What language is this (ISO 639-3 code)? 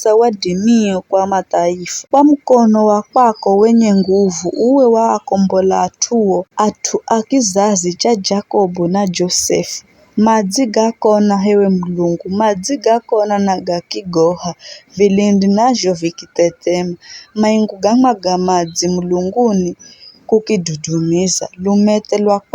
nyf